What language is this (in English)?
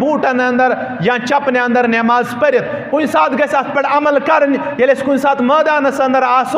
Kashmiri